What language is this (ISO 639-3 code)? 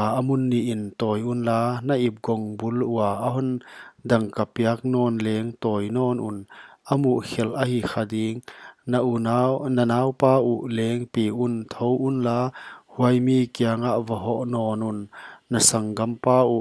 pck